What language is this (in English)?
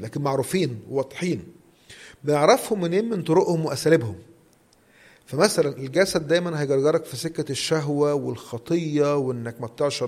Egyptian Arabic